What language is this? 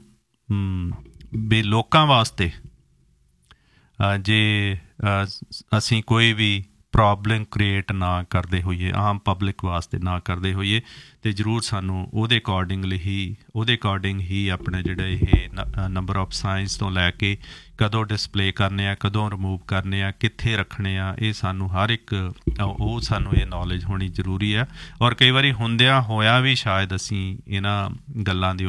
Punjabi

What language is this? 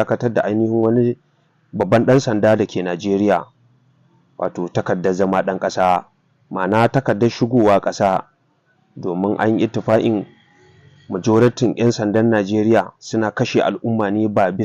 Hausa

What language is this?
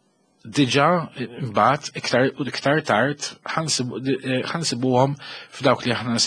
Maltese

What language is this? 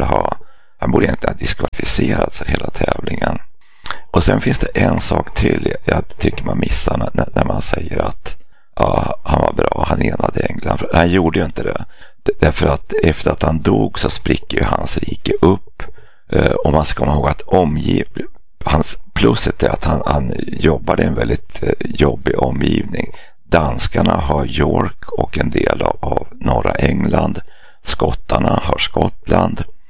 Swedish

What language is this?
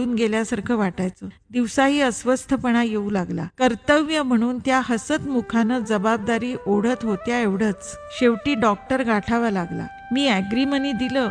Marathi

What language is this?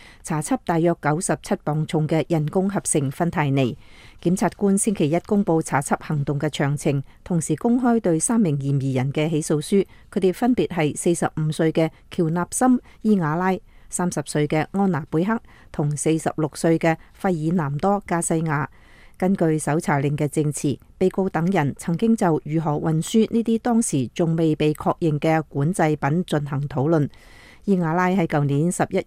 Cantonese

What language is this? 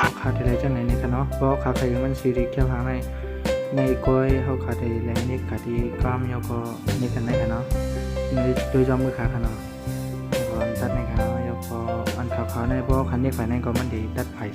Shan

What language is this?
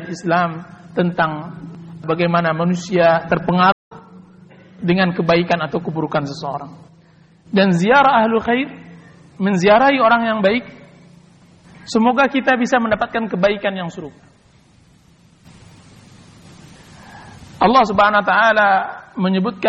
Indonesian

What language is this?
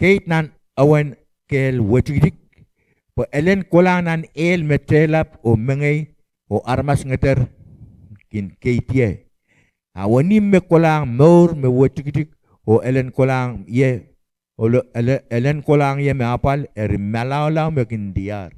Pohnpeian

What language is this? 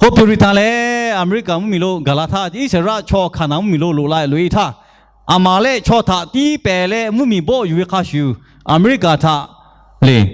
Lahu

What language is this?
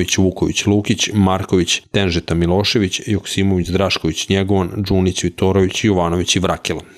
Serbian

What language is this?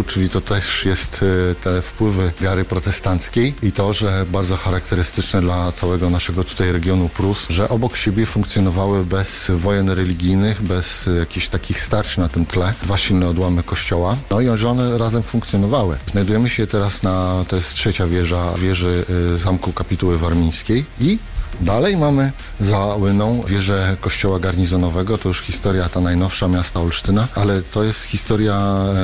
Polish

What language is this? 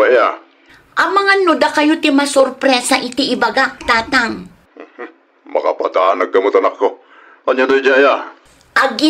Iloko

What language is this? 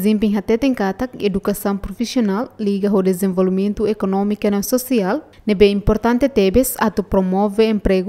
Tetum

